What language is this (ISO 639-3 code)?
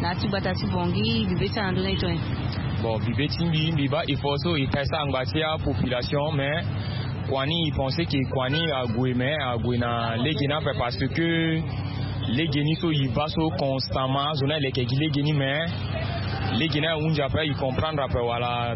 sag